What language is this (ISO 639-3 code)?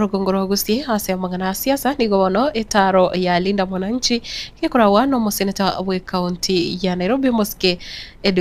guz